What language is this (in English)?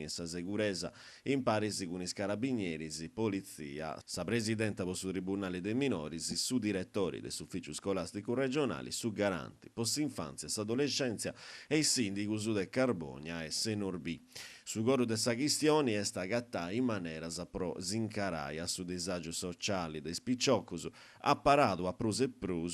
Sardinian